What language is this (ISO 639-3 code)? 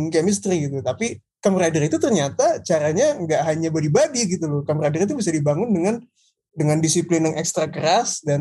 ind